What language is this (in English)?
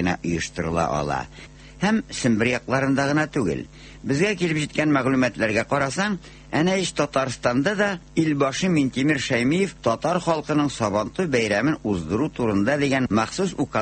Tatar